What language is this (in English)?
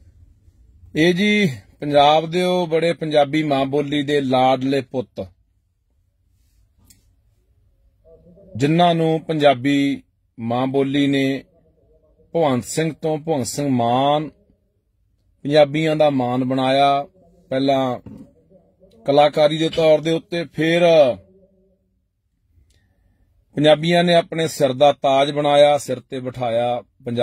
Punjabi